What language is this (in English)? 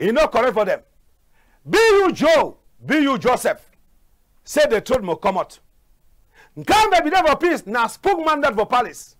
Cameroon Pidgin